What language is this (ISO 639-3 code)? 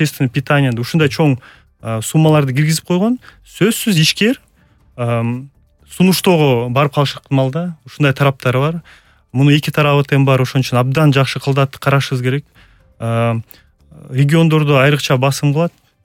kir